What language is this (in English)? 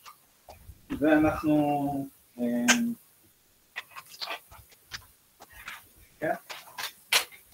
Hebrew